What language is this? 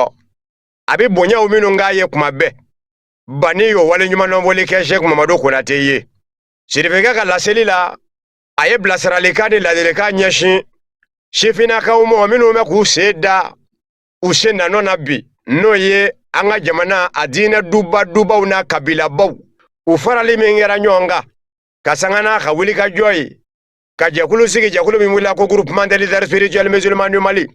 Bambara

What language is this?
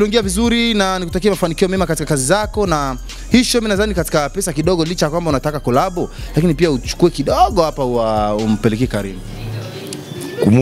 Swahili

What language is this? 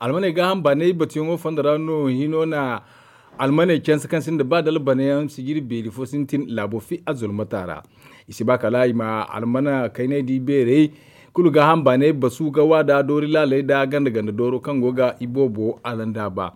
Zarma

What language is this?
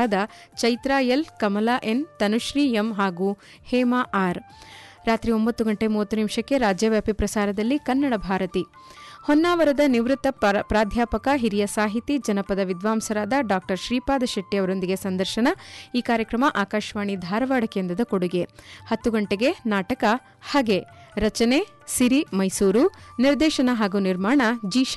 Kannada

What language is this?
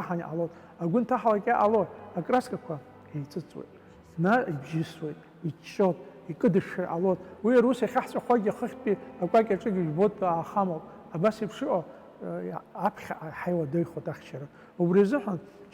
Abkhazian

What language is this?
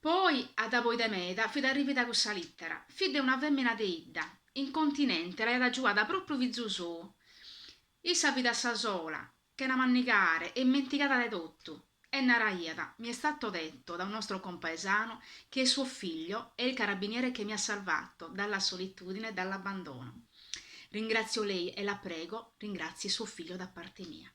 Sardinian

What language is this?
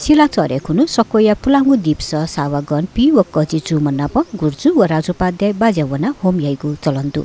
Newari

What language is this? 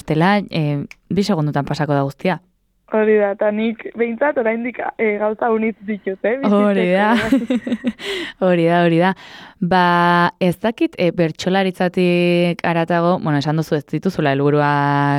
Basque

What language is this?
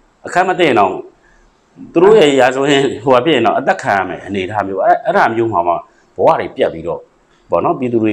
Burmese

